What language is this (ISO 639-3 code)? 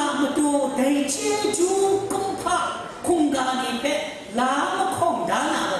kac